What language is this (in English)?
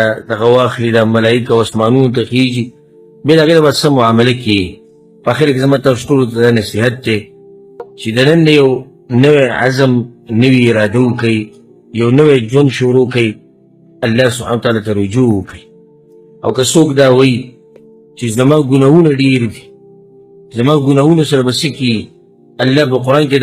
Pashto